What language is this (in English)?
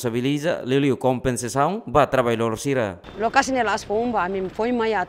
Tetum